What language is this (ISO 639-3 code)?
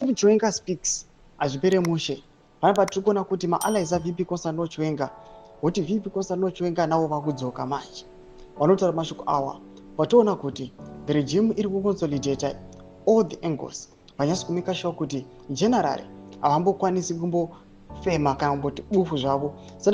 sna